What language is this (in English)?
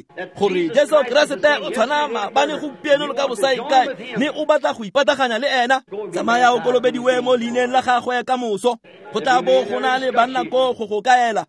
Tswana